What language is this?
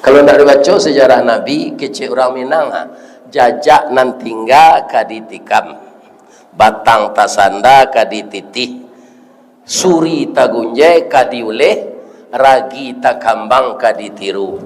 Minangkabau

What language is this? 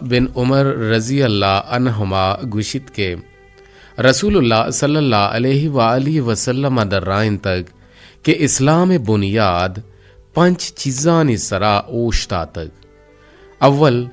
Eastern Balochi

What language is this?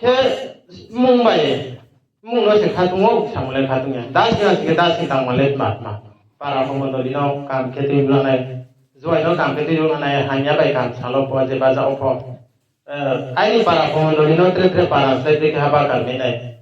Riang (India)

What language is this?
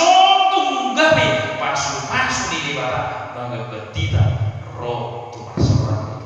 Batak Toba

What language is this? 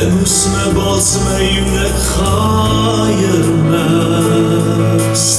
Ossetic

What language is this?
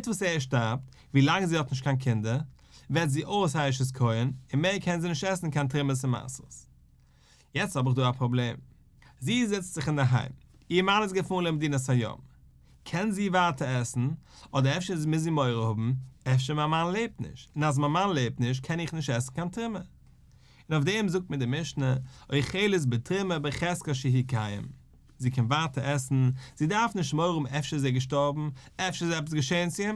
Yiddish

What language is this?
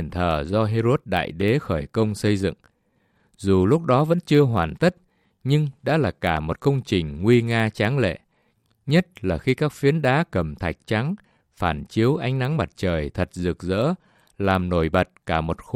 Vietnamese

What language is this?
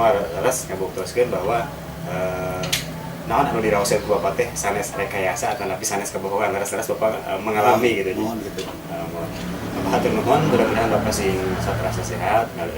Sundanese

